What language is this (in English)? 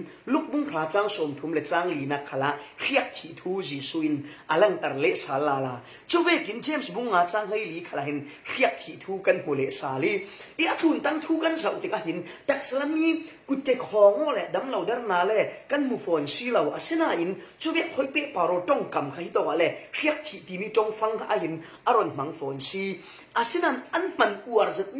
Falam Chin